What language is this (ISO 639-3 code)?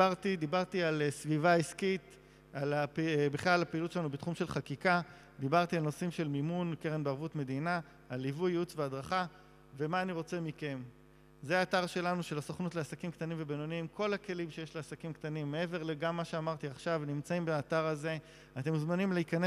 heb